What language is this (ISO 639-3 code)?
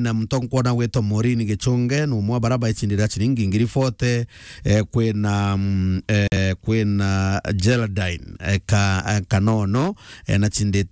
mer